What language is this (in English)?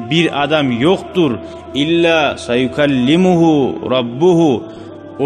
Kumyk